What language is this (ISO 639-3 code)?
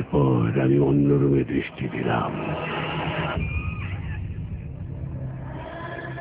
ben